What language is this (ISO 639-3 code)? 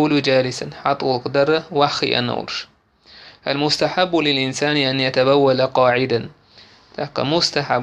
che